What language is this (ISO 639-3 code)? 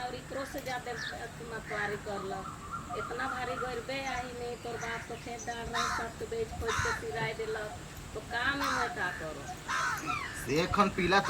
sck